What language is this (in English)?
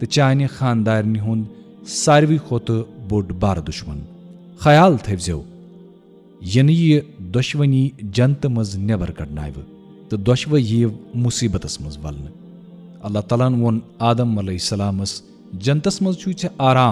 Kashmiri